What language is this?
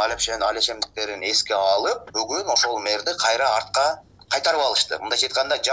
Kyrgyz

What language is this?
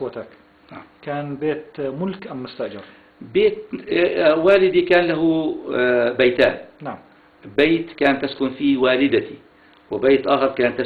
South Levantine Arabic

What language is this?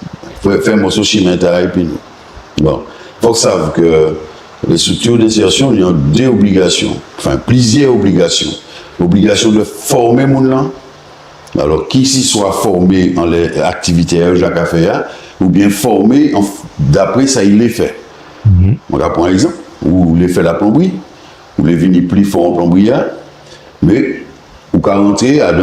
Guadeloupean Creole French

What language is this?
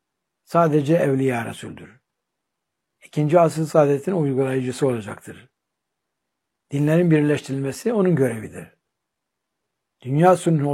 Turkish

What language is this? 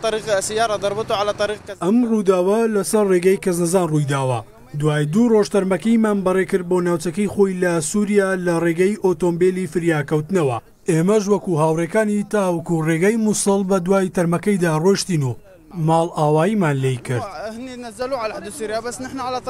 Central Kurdish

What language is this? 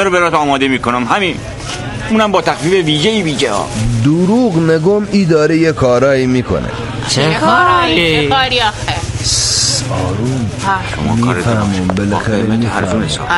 Persian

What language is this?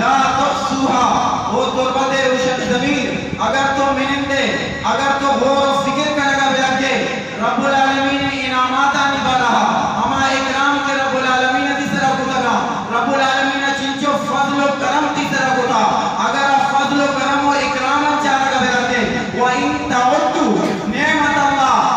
Eastern Balochi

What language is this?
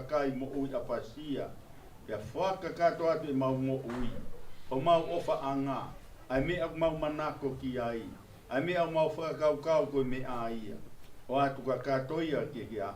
Tongan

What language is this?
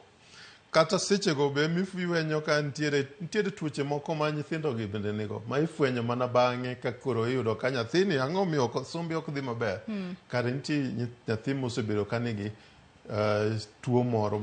Luo (Kenya and Tanzania)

